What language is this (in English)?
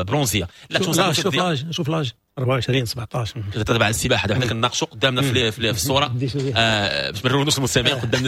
Moroccan Arabic